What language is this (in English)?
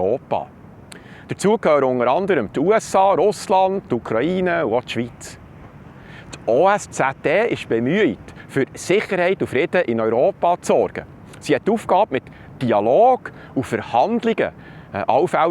Swiss German